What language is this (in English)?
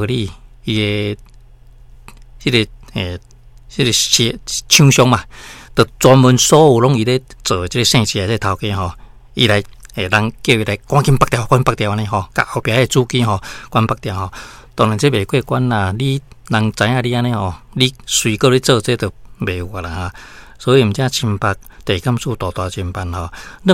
Min Nan Chinese